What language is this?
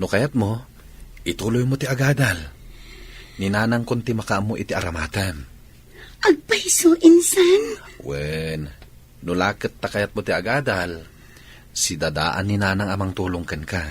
Iloko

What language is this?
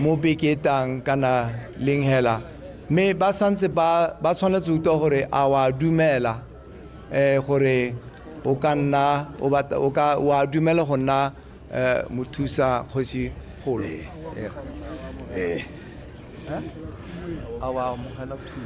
Tswana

